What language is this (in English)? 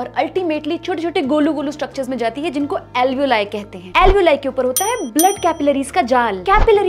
Hindi